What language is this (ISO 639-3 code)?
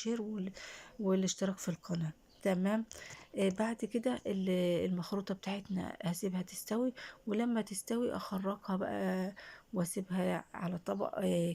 arz